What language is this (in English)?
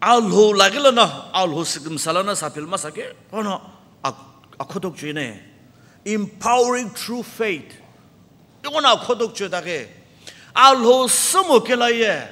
Sumi Naga